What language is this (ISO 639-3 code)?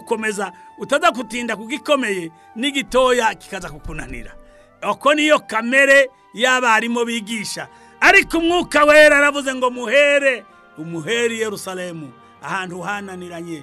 kin